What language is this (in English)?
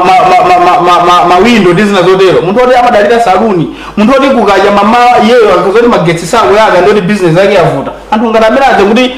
Nyanja